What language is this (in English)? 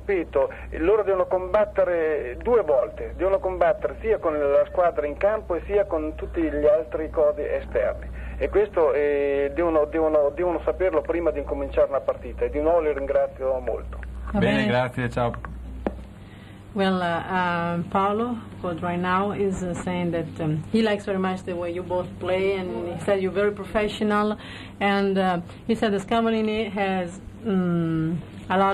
Italian